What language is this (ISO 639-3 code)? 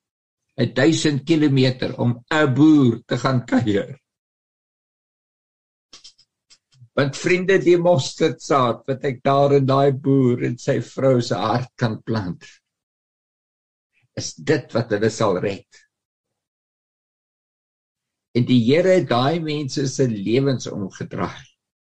afr